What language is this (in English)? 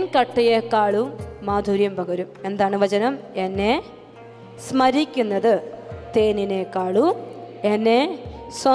Malayalam